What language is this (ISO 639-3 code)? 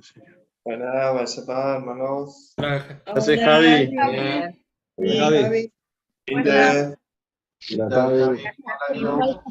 grn